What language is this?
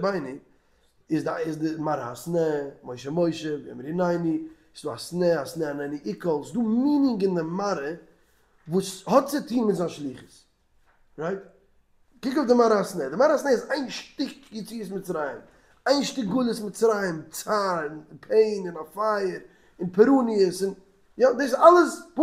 Yiddish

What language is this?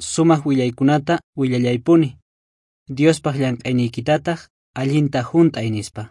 South Bolivian Quechua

